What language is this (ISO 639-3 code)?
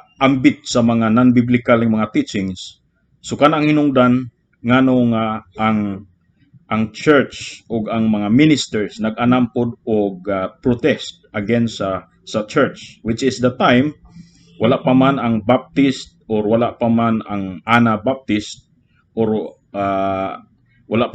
ceb